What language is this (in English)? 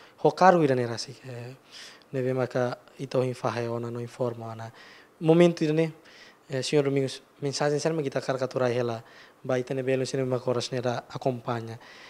Tetum